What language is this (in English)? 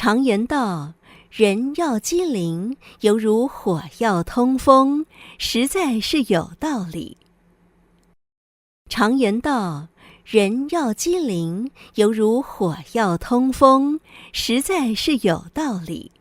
Hakka Chinese